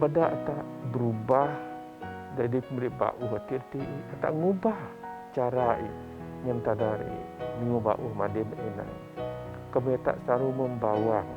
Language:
Biatah Bidayuh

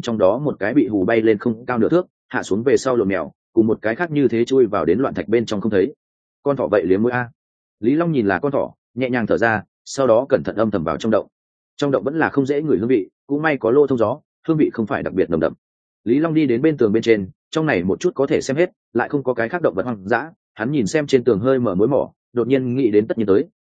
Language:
Vietnamese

